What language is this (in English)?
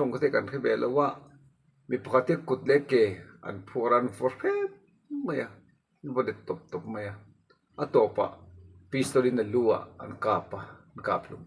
Mizo